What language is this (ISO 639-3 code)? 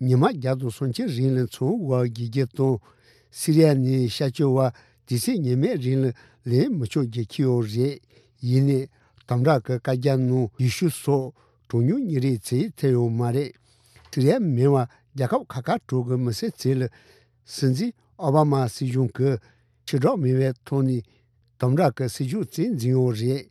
bod